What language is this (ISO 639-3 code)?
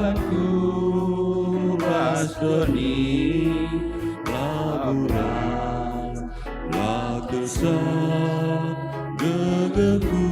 btx